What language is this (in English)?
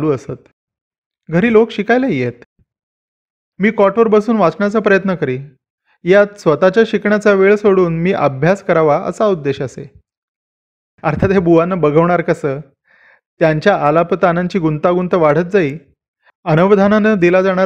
Marathi